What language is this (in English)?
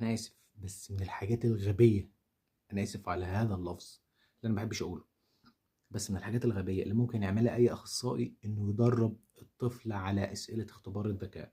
Egyptian Arabic